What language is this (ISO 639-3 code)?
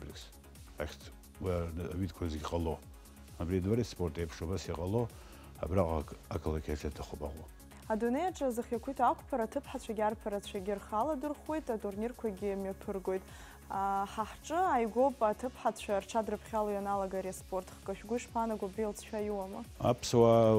abk